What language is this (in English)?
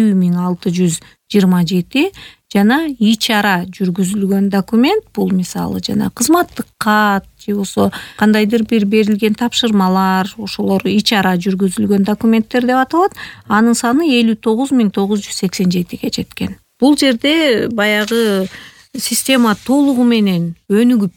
Kyrgyz